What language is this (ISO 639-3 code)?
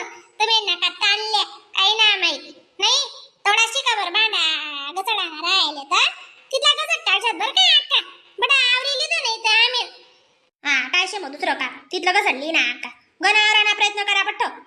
khn